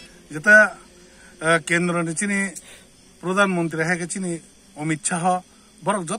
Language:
Kok Borok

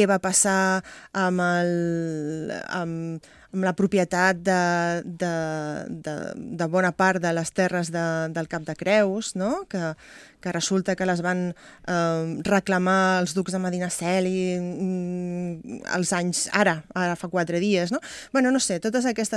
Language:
Catalan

